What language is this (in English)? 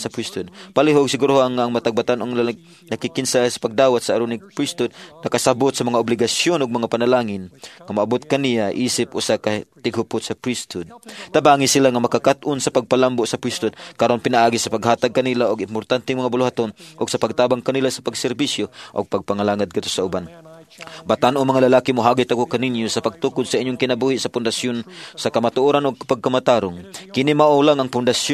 Cebuano